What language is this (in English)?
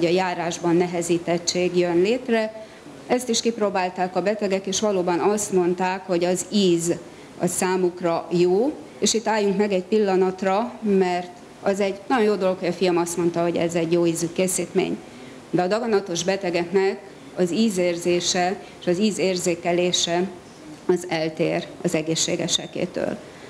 Hungarian